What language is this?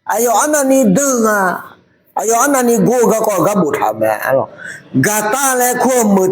Akha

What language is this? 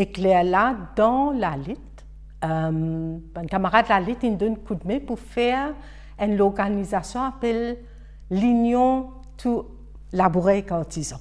Morisyen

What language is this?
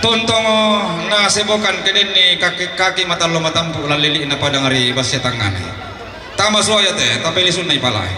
Toraja-Sa'dan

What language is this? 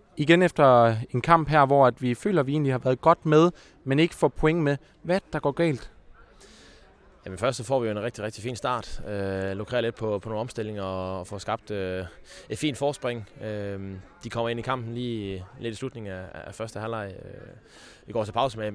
Danish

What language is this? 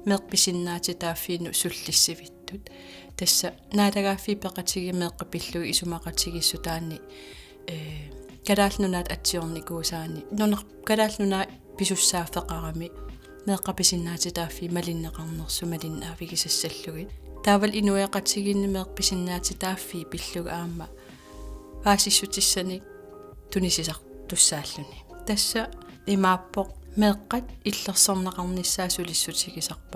Kalaallisut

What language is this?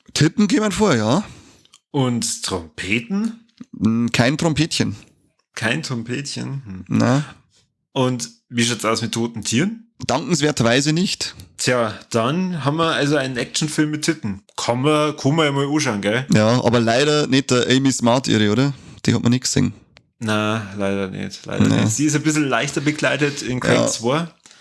Bavarian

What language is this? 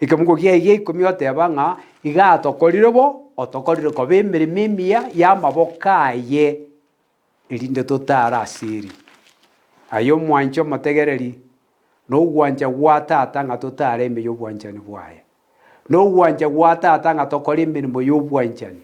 Gusii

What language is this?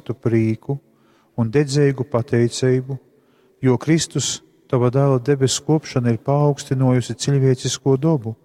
Latgalian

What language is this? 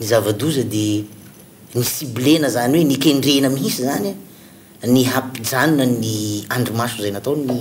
Malagasy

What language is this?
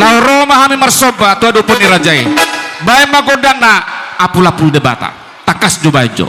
Batak Toba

